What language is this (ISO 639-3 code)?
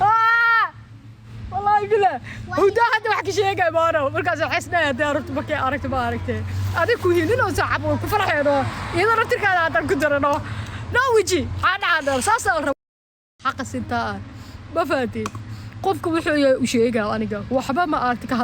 som